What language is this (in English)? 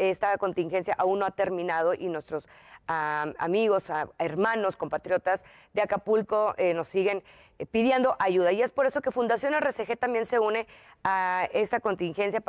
Spanish